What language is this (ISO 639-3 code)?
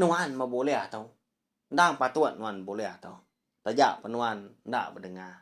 iba